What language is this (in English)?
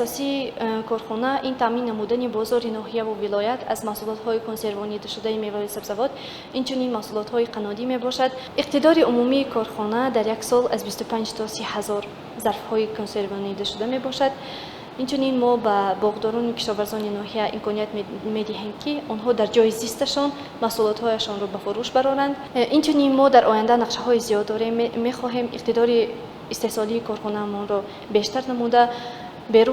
Tajik